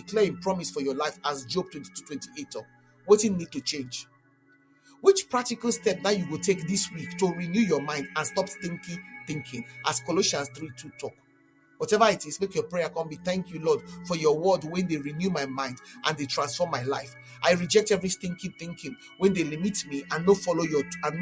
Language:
Nigerian Pidgin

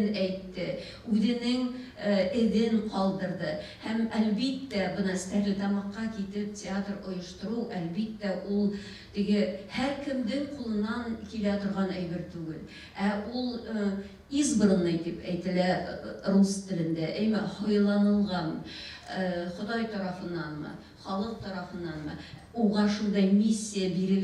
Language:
Bashkir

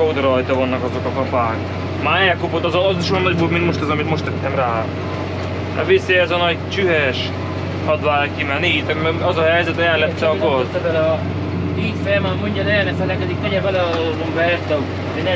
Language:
Hungarian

